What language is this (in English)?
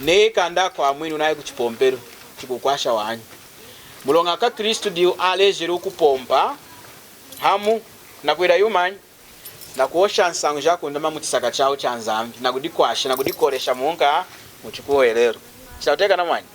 Lunda